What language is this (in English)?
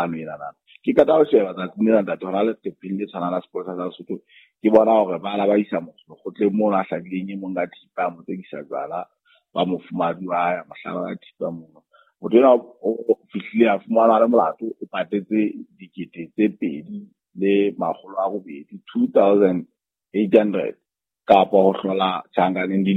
Southern Sotho